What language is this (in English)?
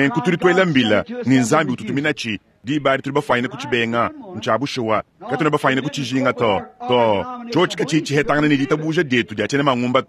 Luba-Lulua